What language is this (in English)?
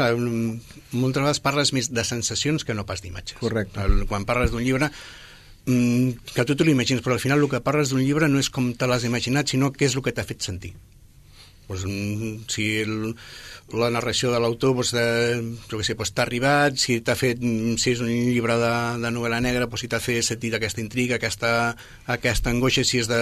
Catalan